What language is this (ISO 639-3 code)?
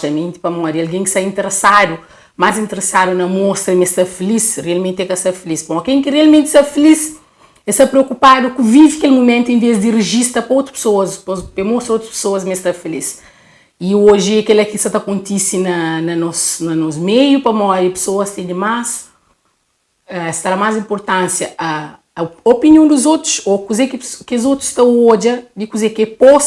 kea